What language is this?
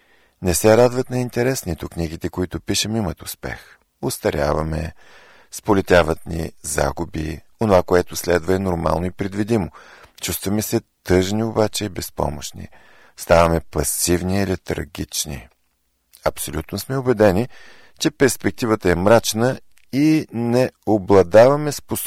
Bulgarian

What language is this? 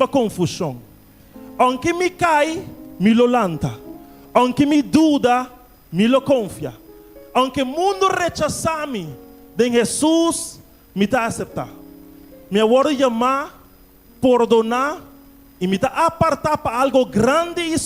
Papiamento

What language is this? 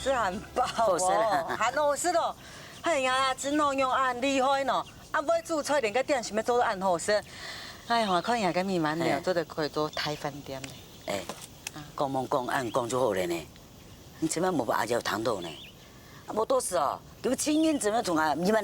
Hakka Chinese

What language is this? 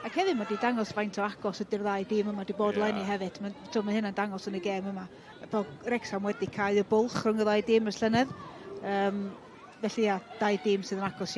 Welsh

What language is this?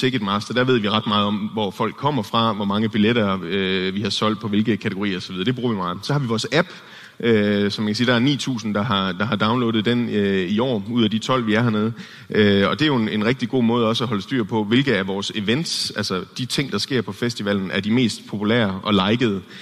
Danish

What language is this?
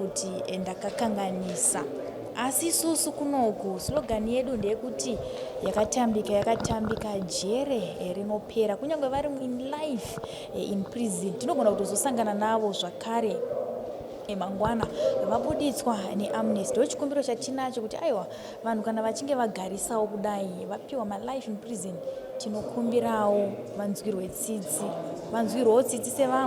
Shona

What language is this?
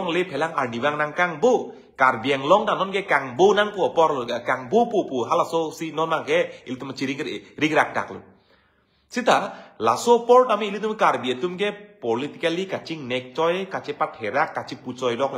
Karbi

